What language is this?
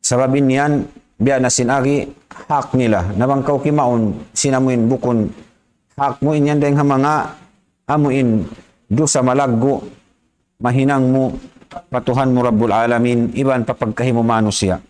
Tausug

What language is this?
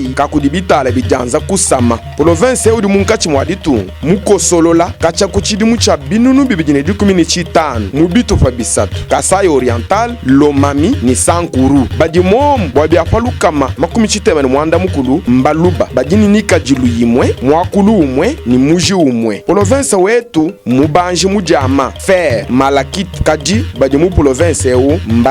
Luba-Lulua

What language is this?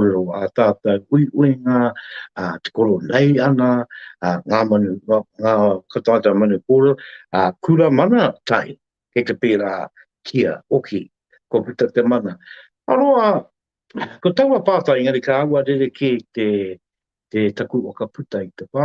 Māori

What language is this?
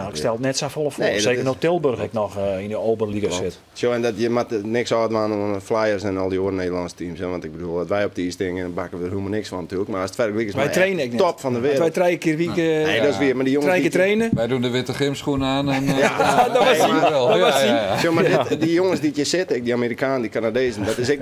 Western Frisian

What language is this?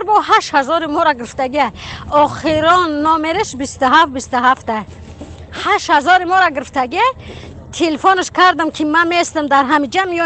Tajik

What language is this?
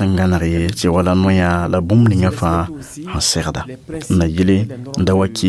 Mossi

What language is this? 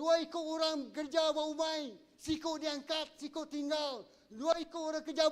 Iban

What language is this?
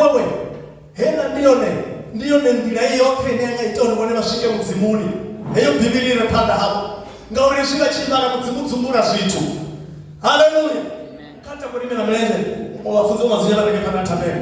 Venda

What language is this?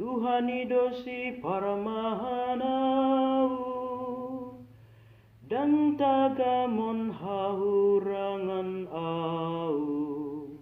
Batak Toba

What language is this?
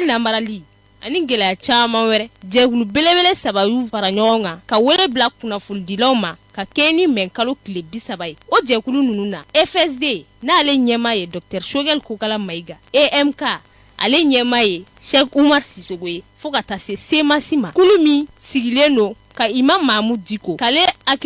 Bambara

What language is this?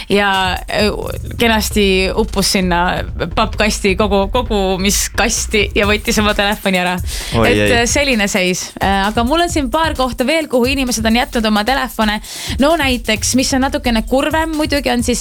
Estonian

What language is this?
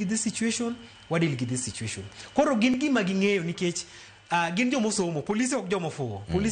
Luo (Kenya and Tanzania)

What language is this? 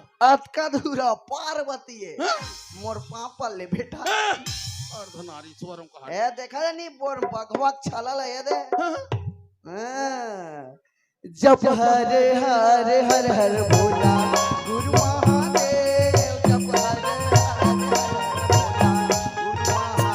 Chhattisgarhi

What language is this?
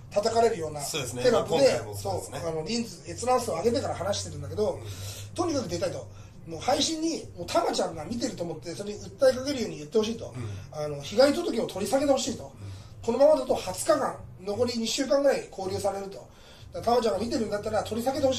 Japanese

